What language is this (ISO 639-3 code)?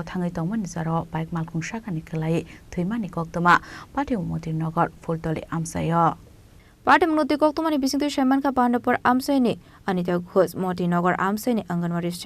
trp